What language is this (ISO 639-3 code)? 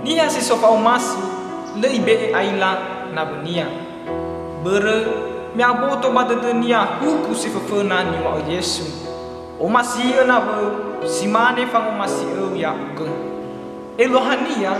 nia